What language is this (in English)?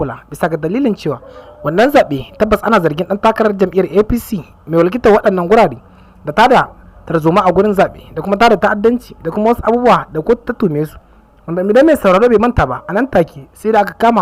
Hausa